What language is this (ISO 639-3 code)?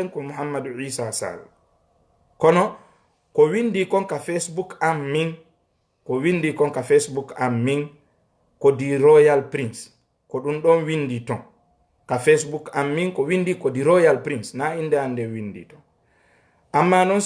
ful